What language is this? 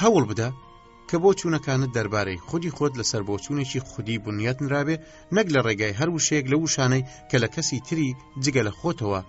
Central Kurdish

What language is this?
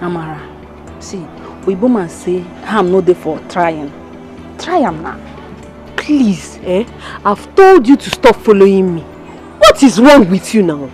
Nigerian Pidgin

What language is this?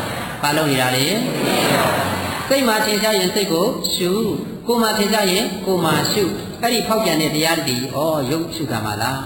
Burmese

